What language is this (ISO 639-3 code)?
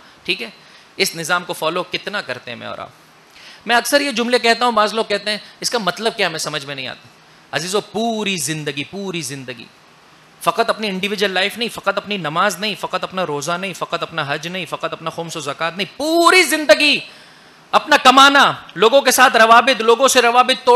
urd